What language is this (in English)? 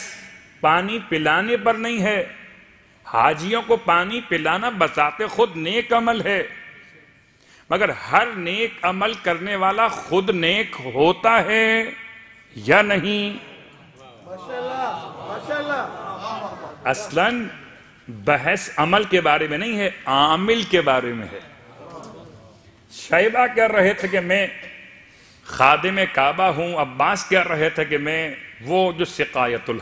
Urdu